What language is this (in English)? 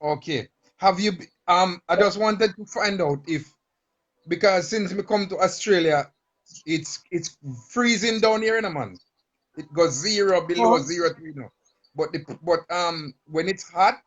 Jamaican Creole English